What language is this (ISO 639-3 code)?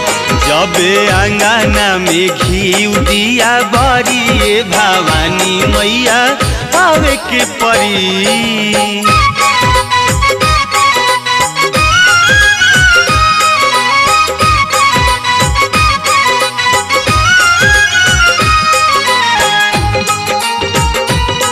bho